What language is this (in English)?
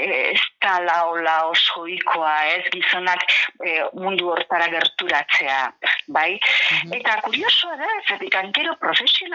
Basque